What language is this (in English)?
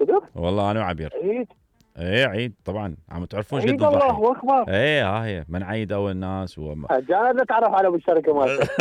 Mesopotamian Arabic